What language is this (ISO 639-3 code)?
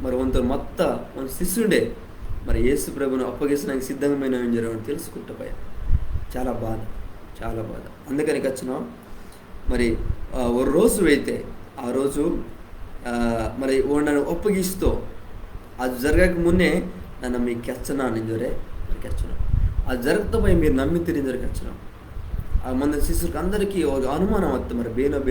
kff